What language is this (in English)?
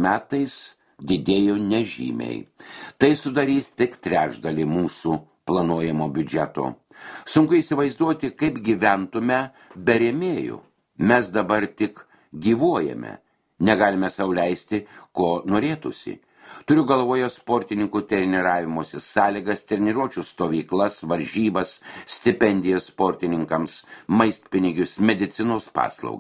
Lithuanian